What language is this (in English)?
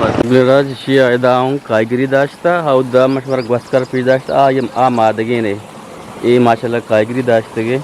Eastern Balochi